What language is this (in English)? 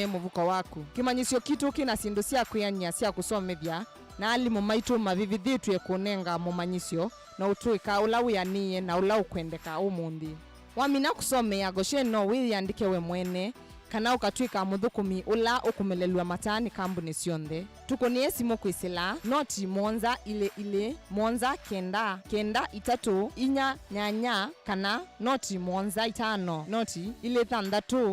Kamba